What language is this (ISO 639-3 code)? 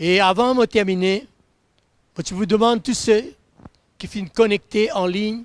mfe